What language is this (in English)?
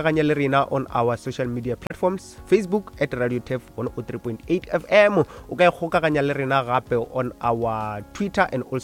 Northern Sotho